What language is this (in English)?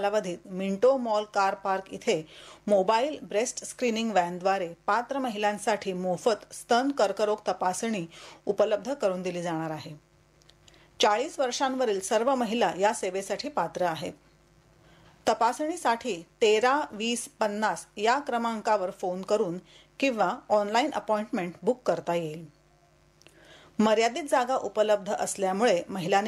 Marathi